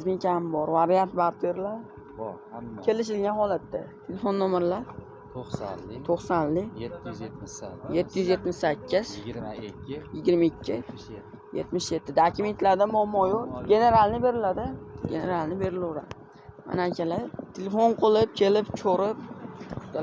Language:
Uzbek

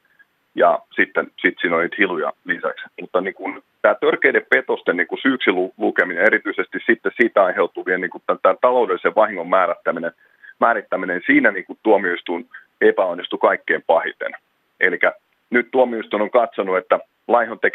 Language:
Finnish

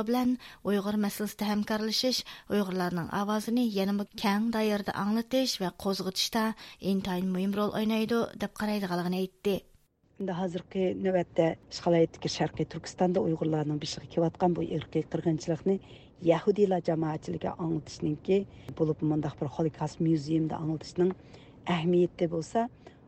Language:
Uyghur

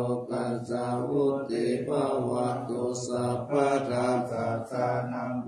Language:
Pali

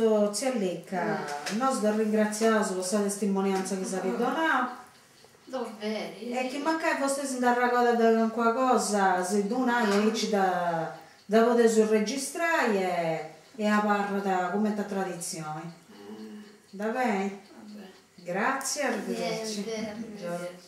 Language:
Sardinian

